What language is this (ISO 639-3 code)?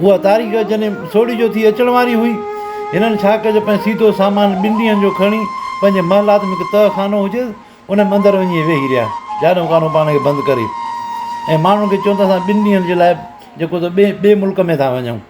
snd